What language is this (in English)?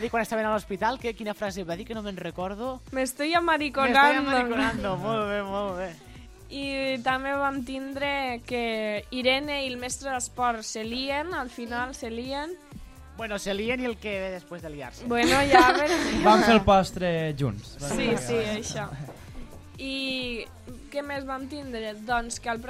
Catalan